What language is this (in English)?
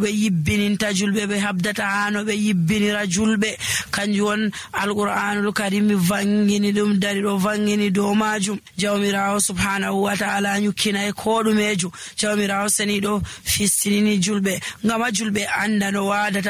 Nigerian Fulfulde